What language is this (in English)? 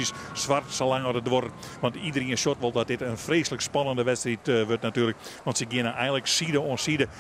Western Frisian